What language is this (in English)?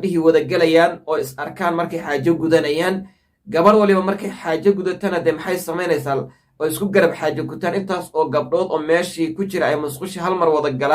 Somali